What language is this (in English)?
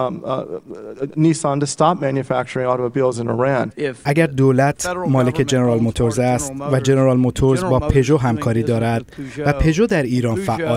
Persian